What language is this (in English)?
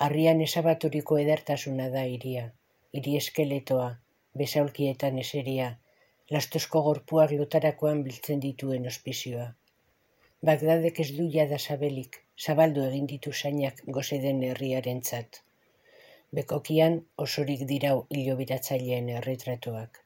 Basque